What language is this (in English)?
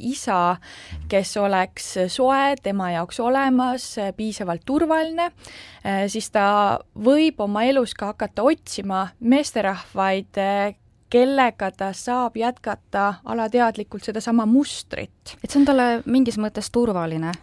Estonian